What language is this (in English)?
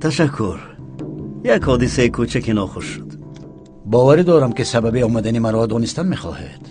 Tajik